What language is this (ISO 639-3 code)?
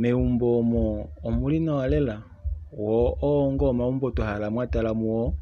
kua